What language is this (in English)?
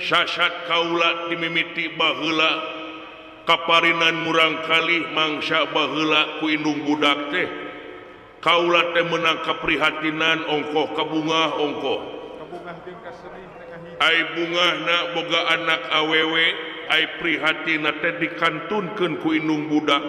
Sundanese